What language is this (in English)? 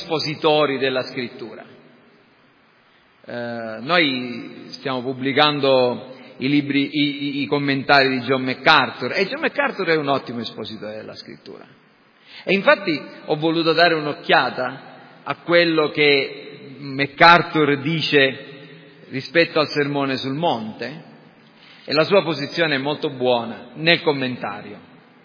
Italian